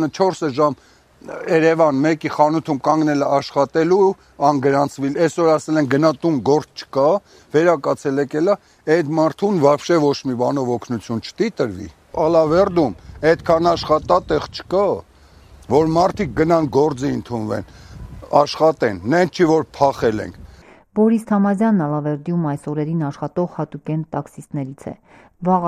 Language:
Armenian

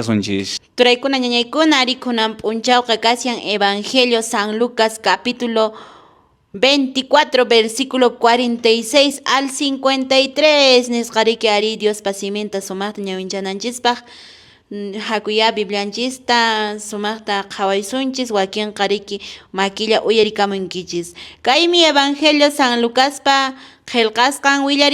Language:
Quechua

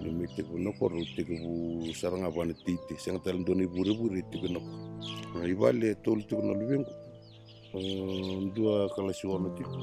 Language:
Fijian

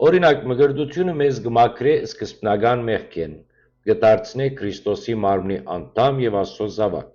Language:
Western Armenian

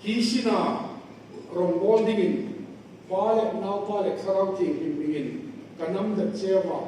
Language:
Hmar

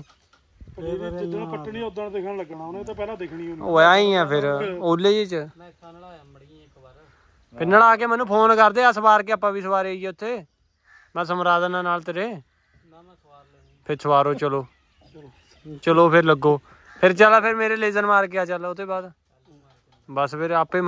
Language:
Punjabi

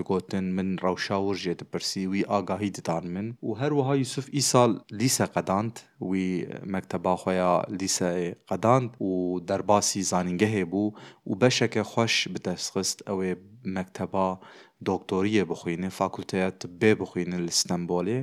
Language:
Kurdish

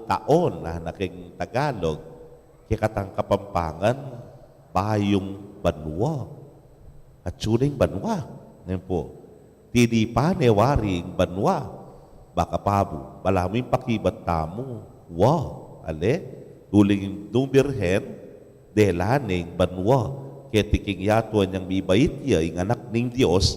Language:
Pampanga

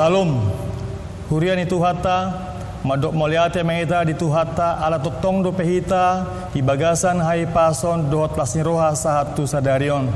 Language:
Batak Toba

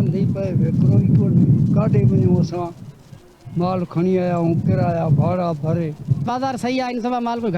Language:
Sindhi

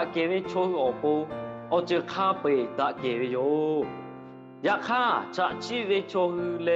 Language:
Lahu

